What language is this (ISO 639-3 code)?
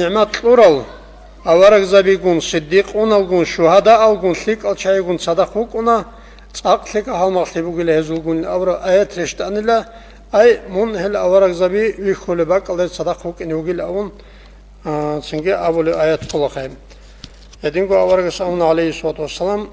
ava